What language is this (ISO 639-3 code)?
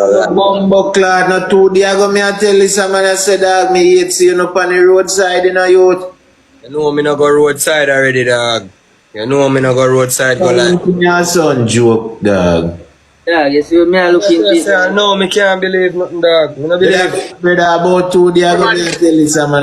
jam